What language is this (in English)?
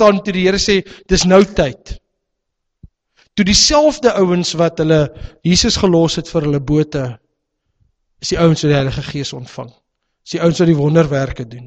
Afrikaans